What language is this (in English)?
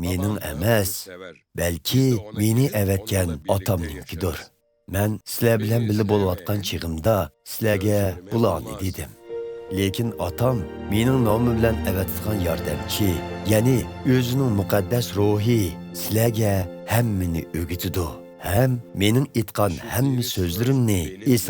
Uyghur